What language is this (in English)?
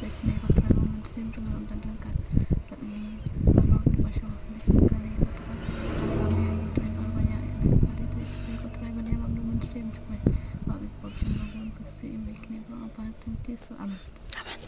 Khasi